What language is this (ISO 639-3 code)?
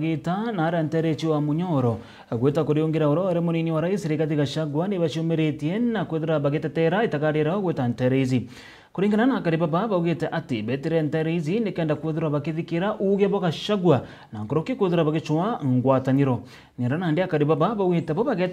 mer